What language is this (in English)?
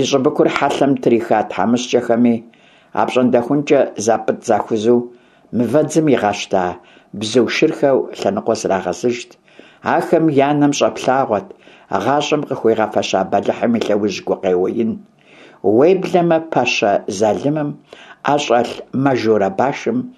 Kabardian